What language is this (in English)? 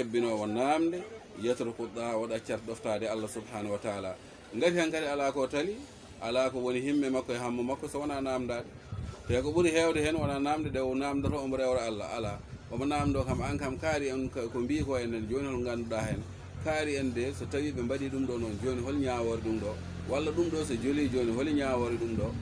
Fula